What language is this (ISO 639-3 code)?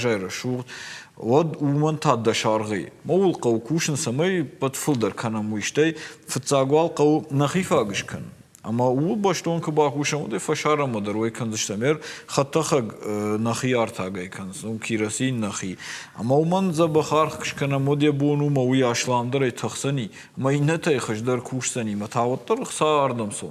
oss